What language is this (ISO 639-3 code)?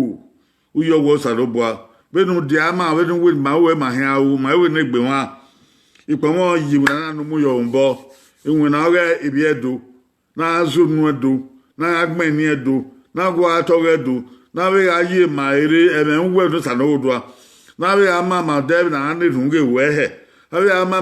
bin